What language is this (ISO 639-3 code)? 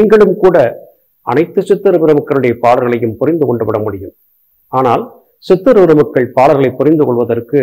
tam